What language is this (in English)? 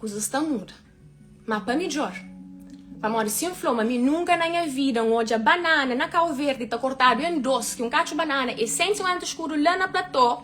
Kabuverdianu